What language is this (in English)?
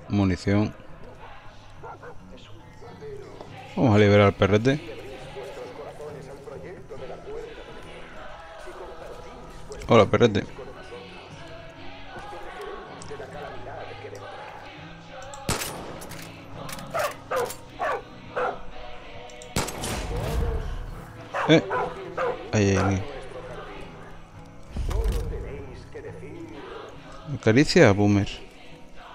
Spanish